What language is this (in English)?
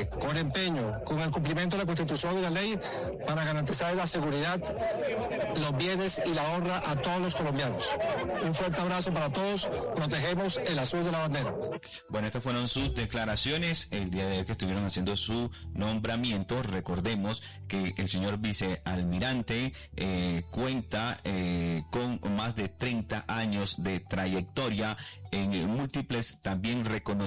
Spanish